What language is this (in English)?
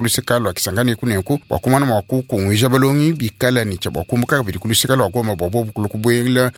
Luba-Lulua